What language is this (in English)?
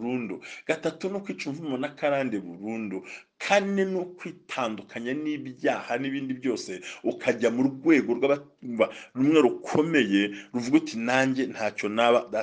Kinyarwanda